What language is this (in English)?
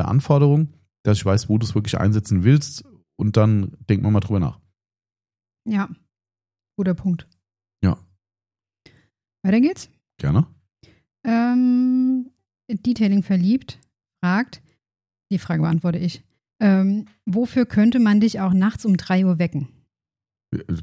German